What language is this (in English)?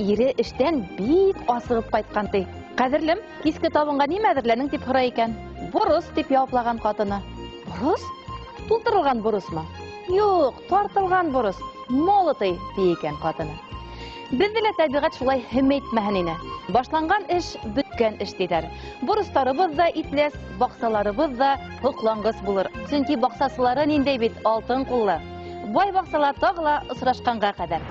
Bashkir